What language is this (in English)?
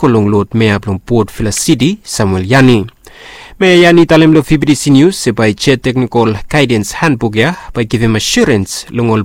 Bislama